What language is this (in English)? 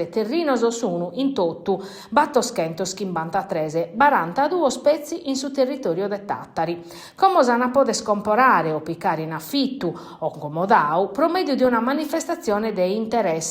Sardinian